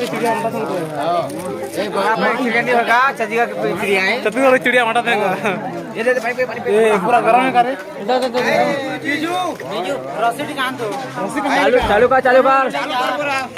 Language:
Chhattisgarhi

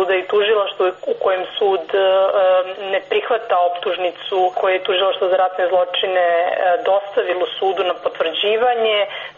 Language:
Serbian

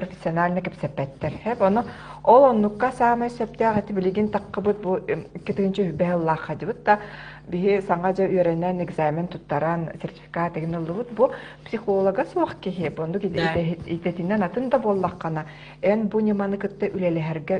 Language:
Yakut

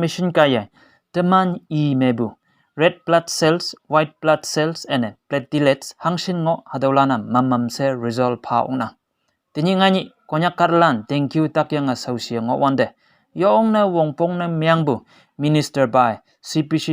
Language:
Konyak Naga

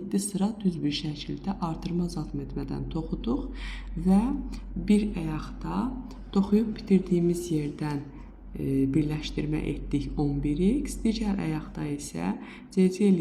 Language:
Azerbaijani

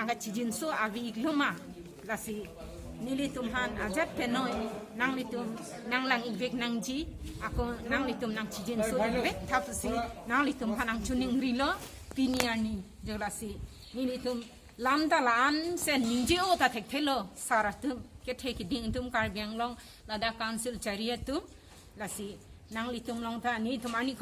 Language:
Karbi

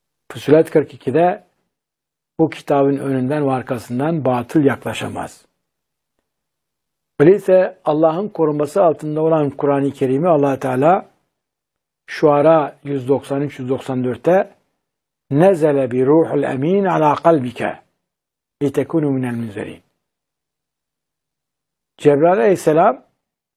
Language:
Turkish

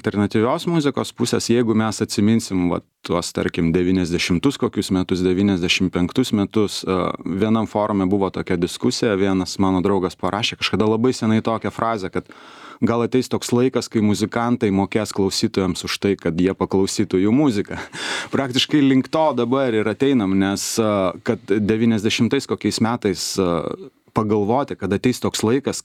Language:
Lithuanian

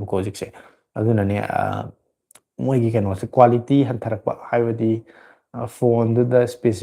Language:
Manipuri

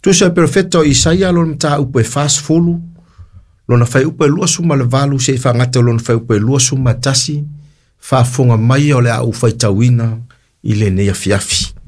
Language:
Samoan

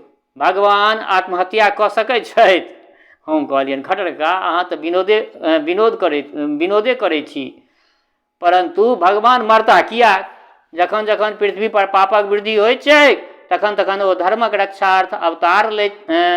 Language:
Maithili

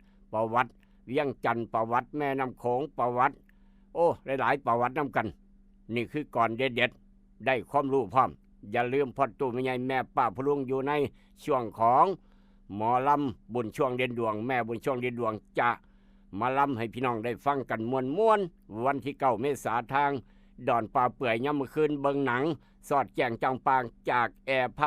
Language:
Northeastern Thai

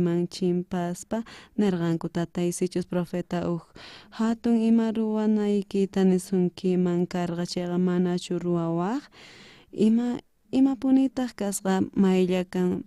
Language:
South Bolivian Quechua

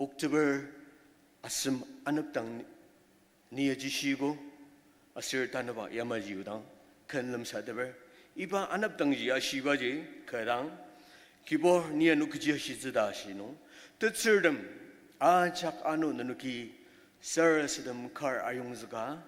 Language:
Ao Naga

